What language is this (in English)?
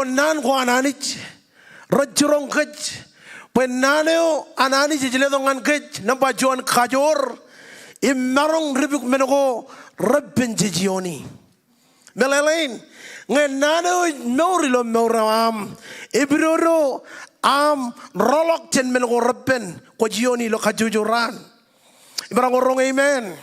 Marshallese